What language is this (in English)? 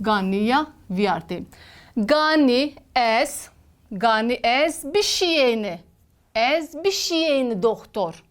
Zaza